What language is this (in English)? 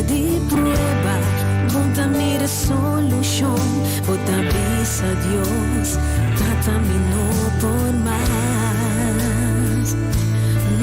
Papiamento